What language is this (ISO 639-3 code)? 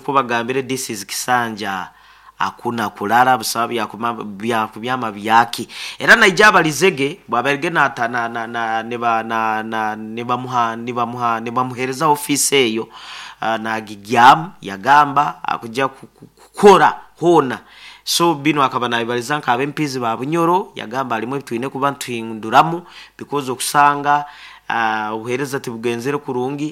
nyo